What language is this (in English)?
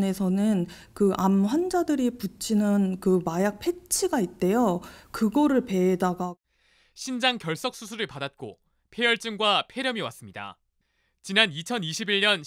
Korean